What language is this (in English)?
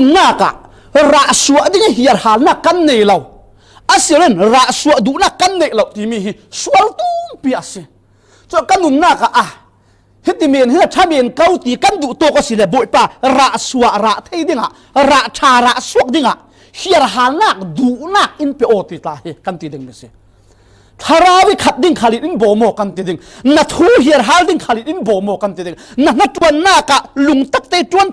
Falam Chin